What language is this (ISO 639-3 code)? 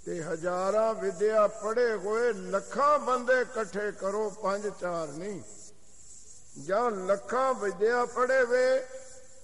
pan